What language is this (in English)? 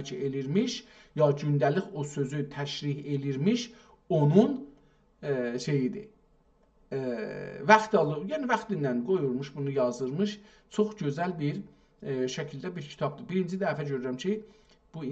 South Azerbaijani